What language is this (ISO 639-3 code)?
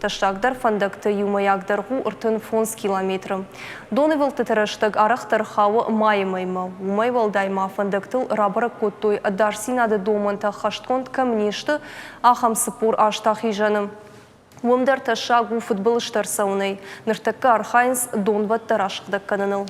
oss